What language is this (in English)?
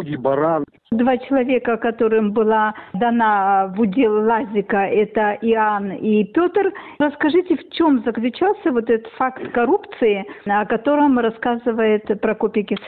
Russian